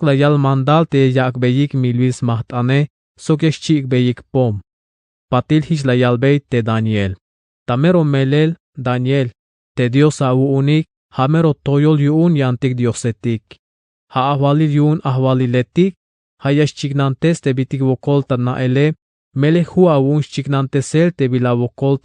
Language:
Tzeltal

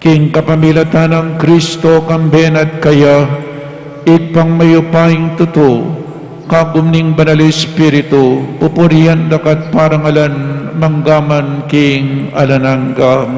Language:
Pampanga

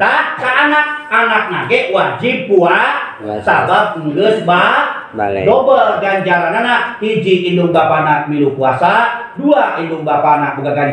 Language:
Sundanese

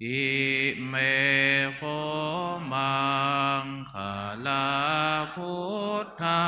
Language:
Pali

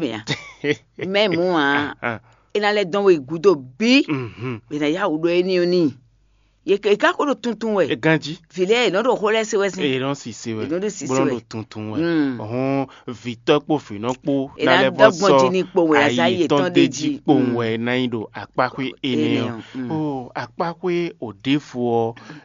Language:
Fon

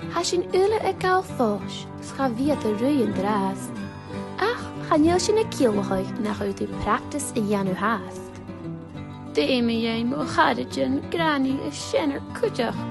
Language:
Scottish Gaelic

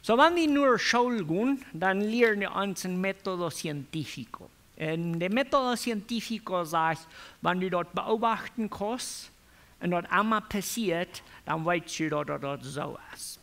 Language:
Plautdietsch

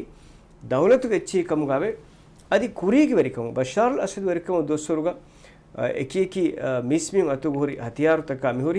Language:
Divehi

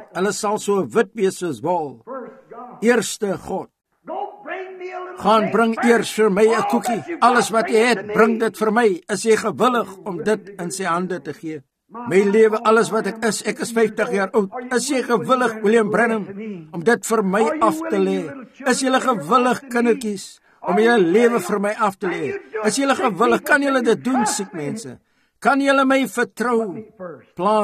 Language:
Afrikaans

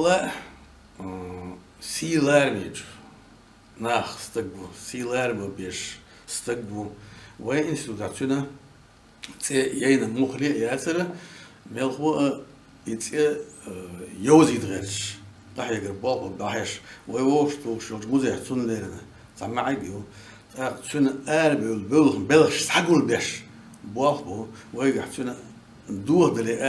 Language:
Chechen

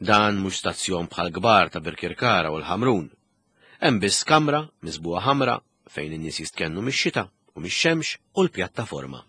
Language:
Maltese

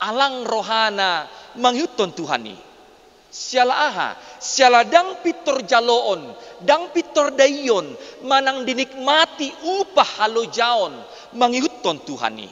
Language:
Batak Toba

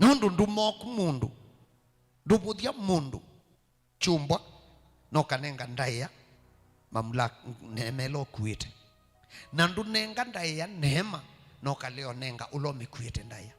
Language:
Kamba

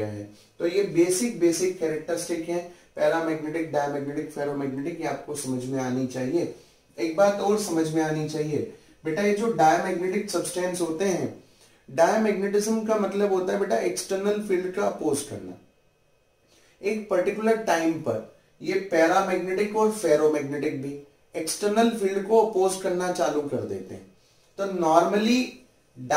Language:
Hindi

